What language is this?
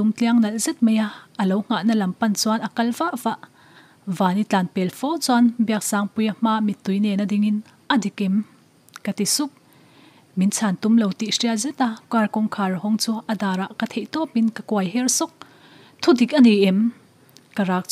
Mizo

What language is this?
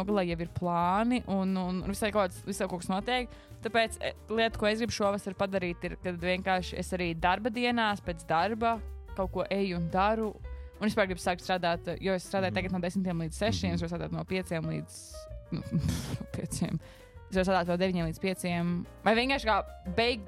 Latvian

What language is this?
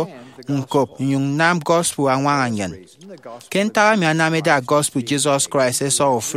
Efik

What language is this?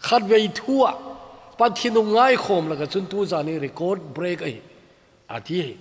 Thado Chin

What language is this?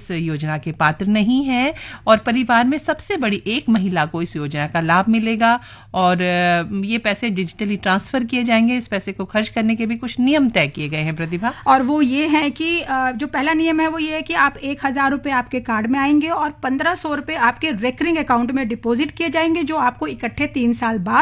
Hindi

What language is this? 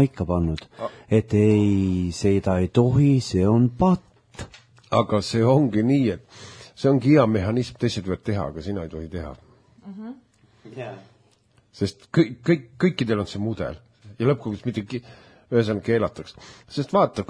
Estonian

